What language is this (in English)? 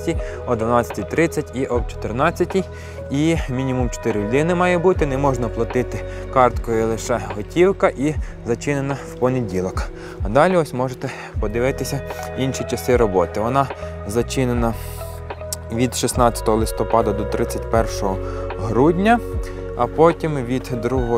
Ukrainian